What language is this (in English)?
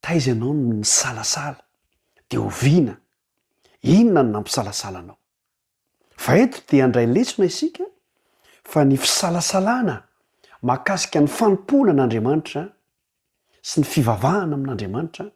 Malagasy